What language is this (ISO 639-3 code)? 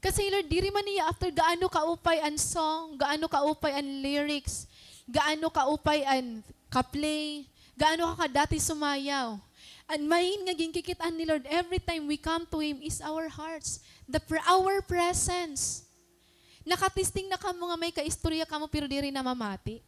war